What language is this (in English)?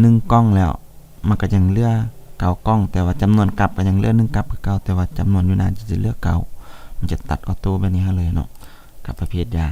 Lao